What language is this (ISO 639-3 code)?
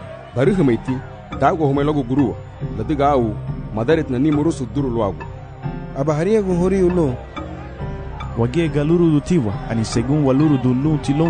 cab